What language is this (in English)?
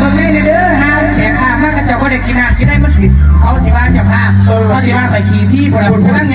Lao